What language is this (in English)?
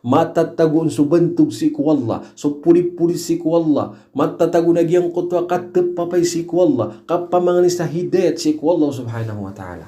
Maranao